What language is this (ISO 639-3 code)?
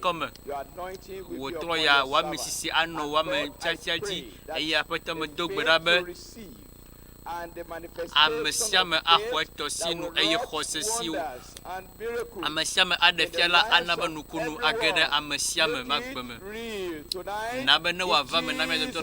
ewe